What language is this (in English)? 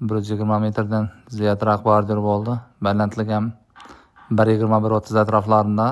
Uzbek